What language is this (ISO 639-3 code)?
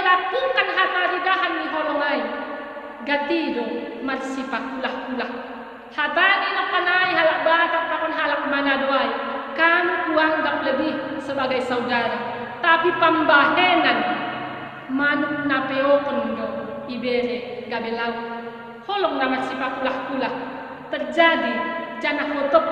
bts